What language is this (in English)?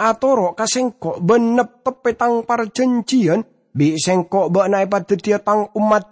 Madurese